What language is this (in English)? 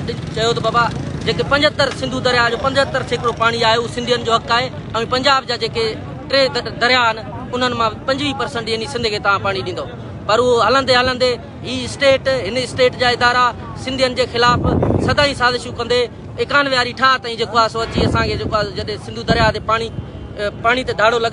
Sindhi